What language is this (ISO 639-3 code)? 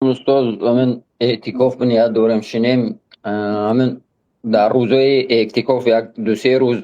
tgk